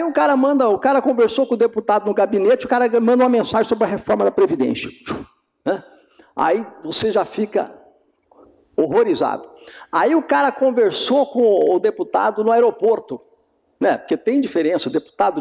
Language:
Portuguese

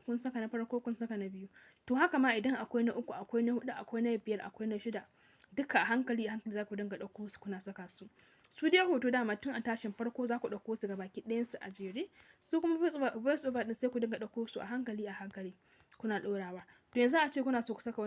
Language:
Hausa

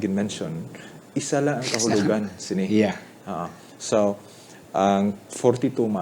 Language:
Hiligaynon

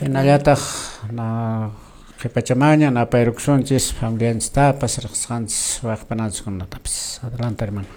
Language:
Quechua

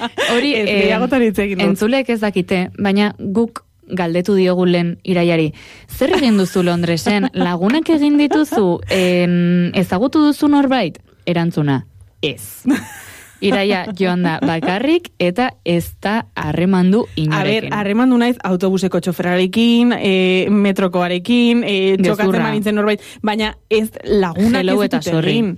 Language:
Basque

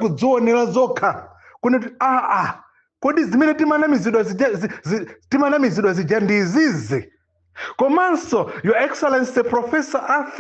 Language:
Nyanja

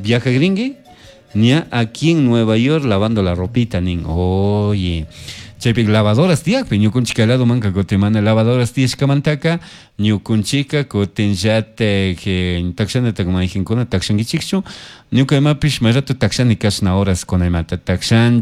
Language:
Chimborazo Highland Quichua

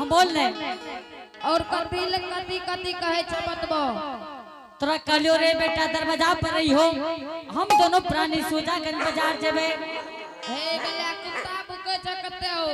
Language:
Angika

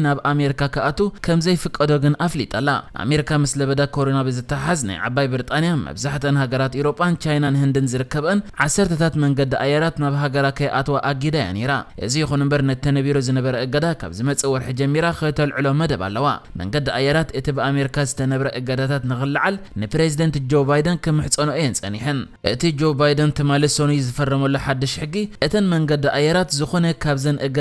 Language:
Tigrinya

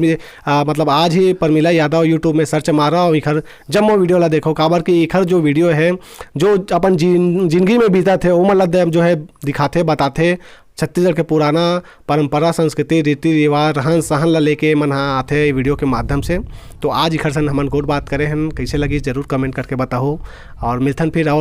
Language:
Chhattisgarhi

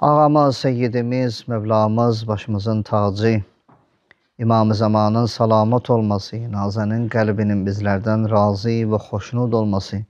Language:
Azerbaijani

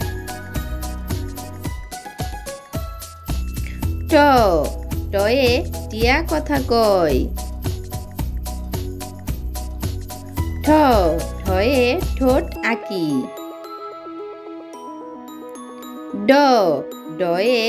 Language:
Bangla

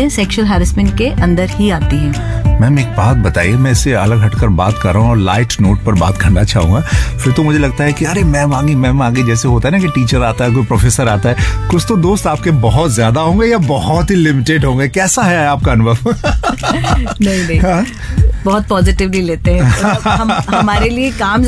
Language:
Hindi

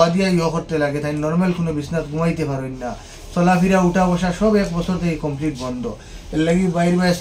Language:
Sylheti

